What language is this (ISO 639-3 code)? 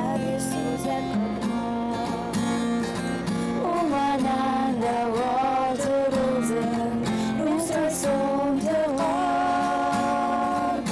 oss